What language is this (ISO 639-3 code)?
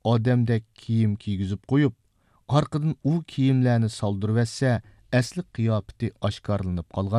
uig